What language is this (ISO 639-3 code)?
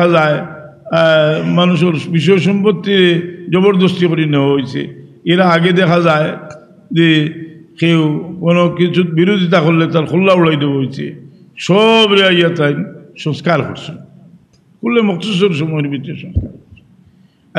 syl